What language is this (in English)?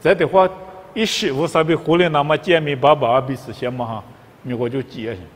Lisu